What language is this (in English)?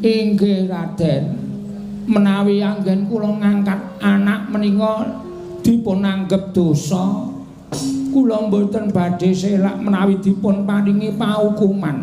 Javanese